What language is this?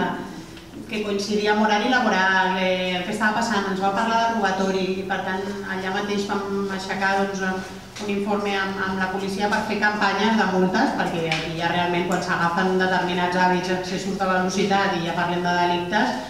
Catalan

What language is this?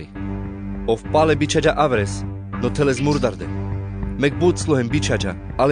Carpathian Romani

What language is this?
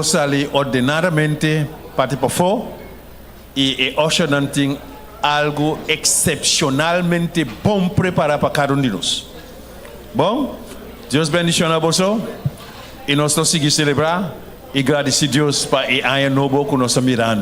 Papiamento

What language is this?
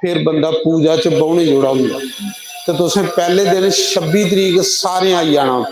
Dogri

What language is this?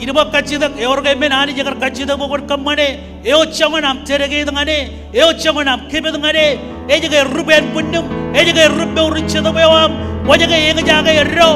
Marshallese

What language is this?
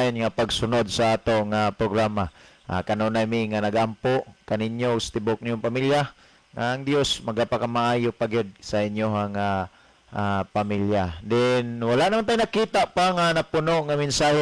Cebuano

